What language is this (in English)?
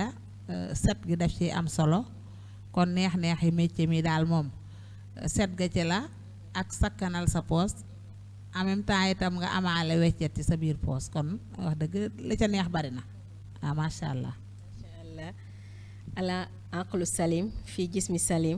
Wolof